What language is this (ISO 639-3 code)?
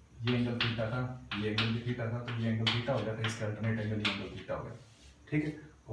hin